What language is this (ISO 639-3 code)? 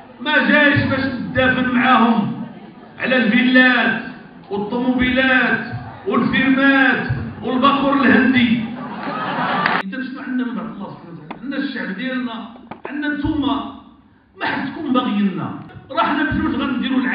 ary